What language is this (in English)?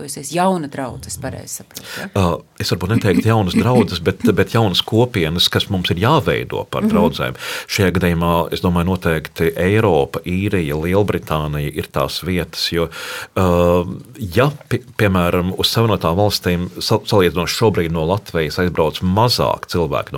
Latvian